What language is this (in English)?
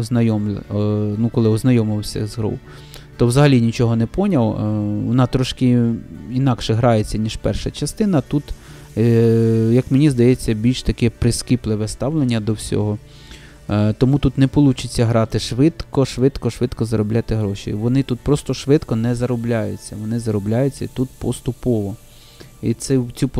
Ukrainian